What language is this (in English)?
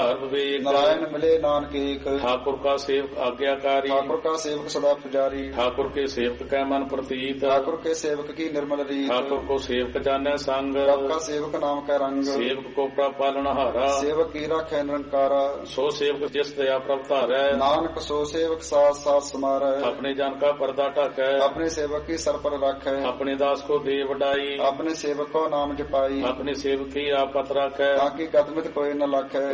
Punjabi